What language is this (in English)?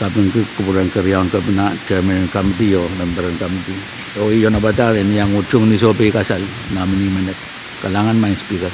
Pohnpeian